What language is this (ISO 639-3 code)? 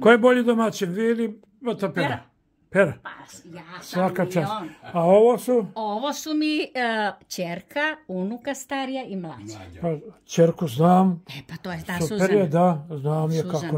srp